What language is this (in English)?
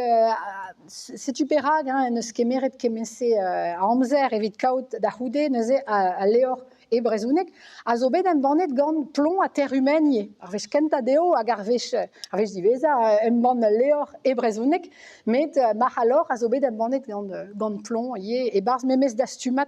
Breton